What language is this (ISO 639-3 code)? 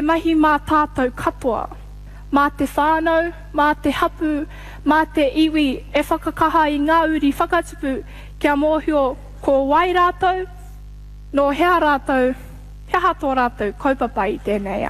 mri